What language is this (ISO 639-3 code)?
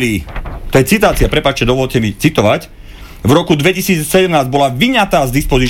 slk